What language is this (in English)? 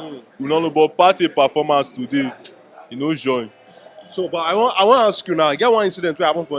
Nigerian Pidgin